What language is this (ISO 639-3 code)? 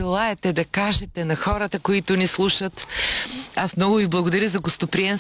bul